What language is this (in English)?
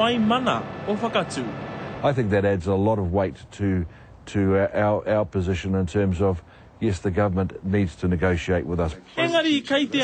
Māori